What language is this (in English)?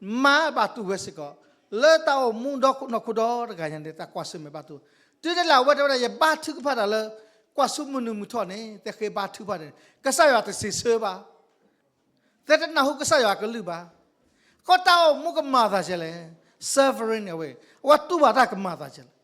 S'gaw Karen